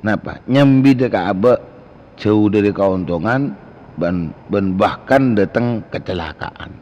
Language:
Madurese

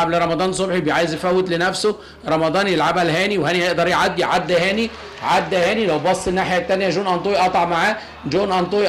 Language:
Egyptian Arabic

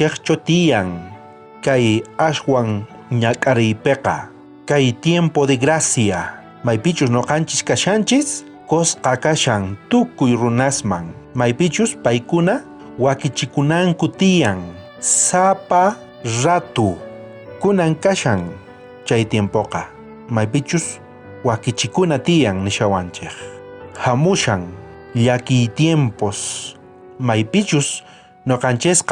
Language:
South Bolivian Quechua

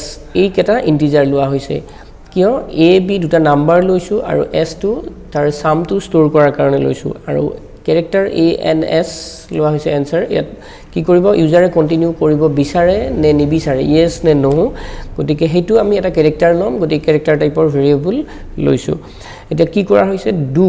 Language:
Assamese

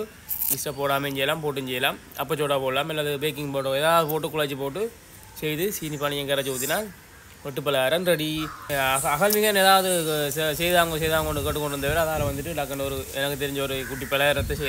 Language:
Tamil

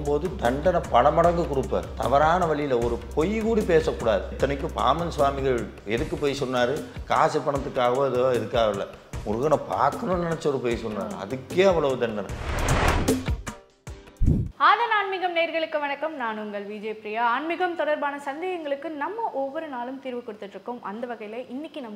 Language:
Tamil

